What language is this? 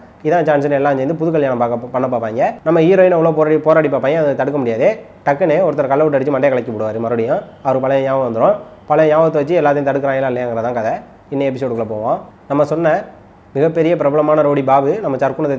Tamil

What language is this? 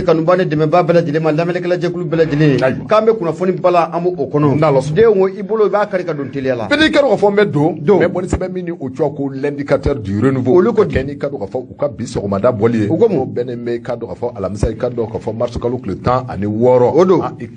Bambara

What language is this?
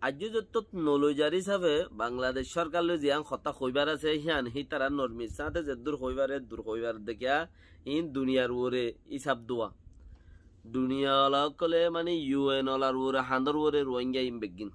Rohingya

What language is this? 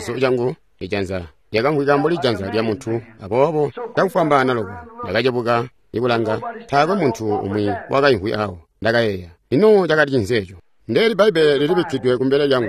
Tonga (Zambia)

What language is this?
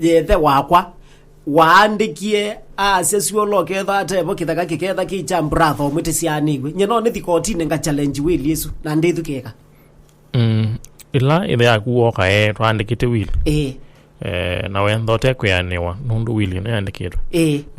Kamba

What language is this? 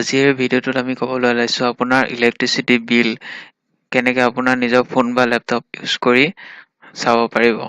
Assamese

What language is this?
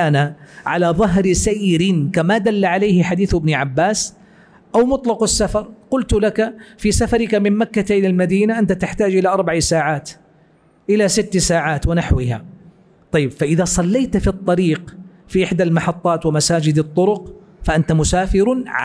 Arabic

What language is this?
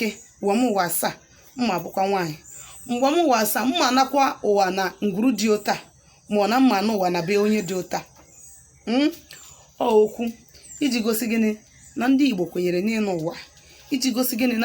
Igbo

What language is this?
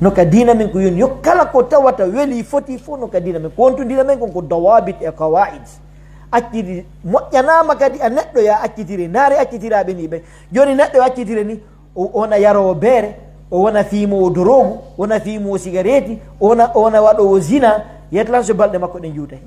Pular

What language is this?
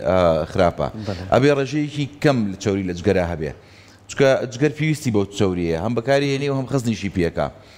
Central Kurdish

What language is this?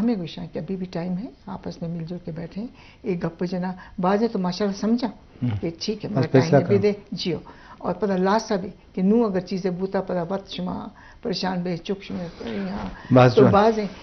Eastern Balochi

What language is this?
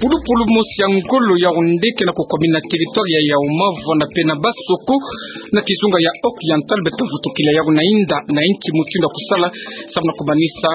Kituba (Democratic Republic of Congo)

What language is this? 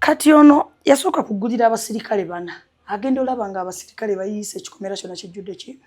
Ganda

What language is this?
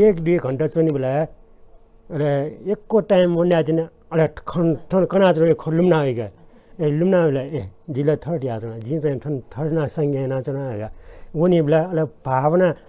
Newari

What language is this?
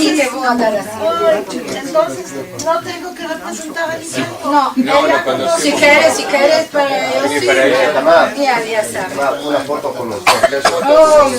Ladino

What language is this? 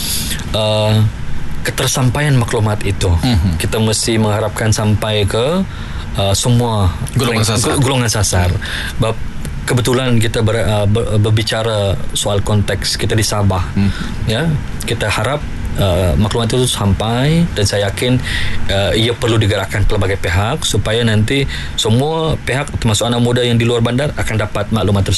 Malay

